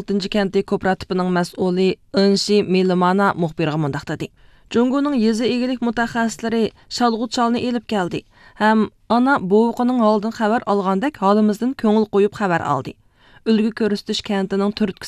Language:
Uyghur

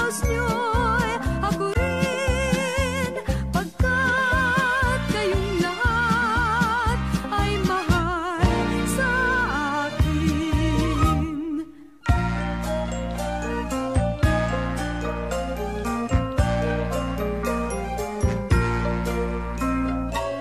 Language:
Filipino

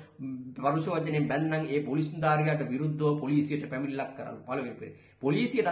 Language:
Sinhala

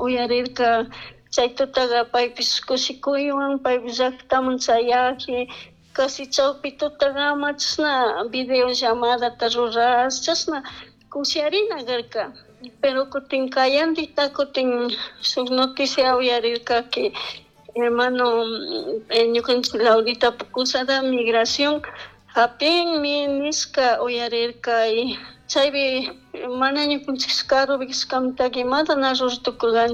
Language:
Chimborazo Highland Quichua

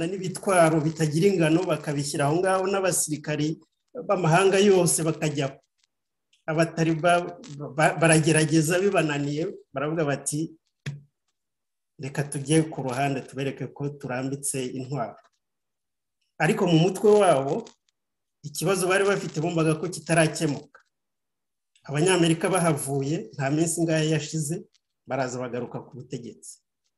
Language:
Kinyarwanda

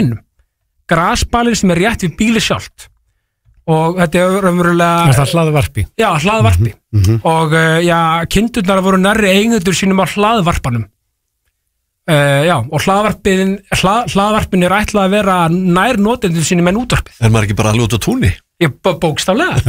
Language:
Icelandic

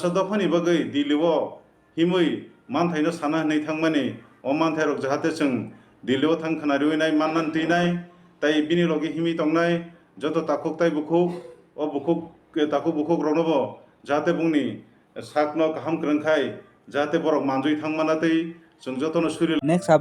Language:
Kok Borok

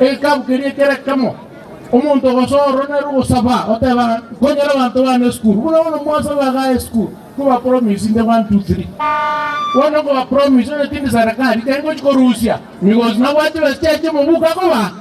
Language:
Gusii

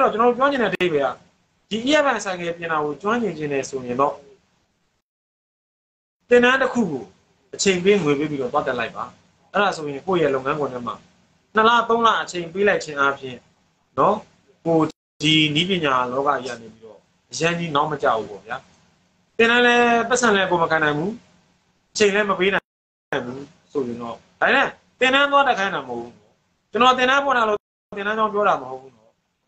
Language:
Burmese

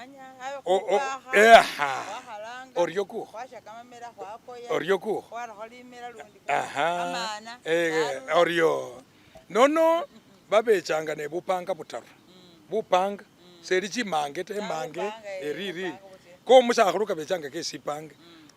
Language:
Masaaba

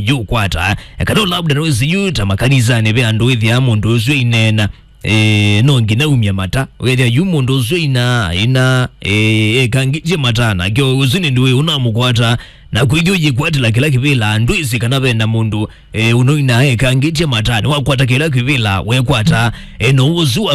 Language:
Kamba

